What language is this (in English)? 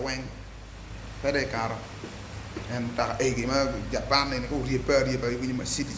Acoli